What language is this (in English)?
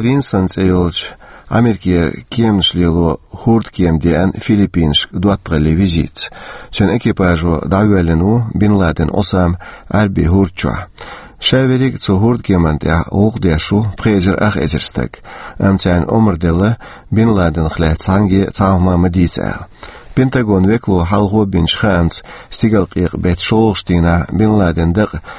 Chechen